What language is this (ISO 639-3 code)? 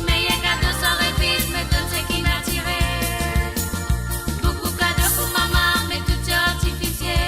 mfe